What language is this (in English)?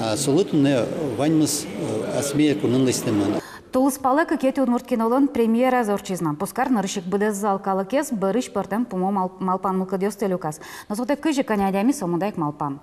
Udmurt